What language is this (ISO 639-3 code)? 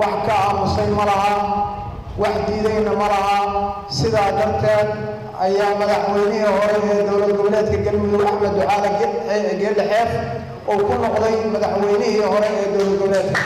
som